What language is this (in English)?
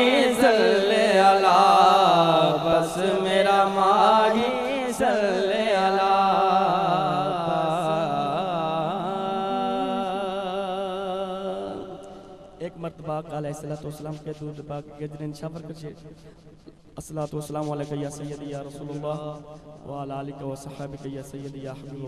Urdu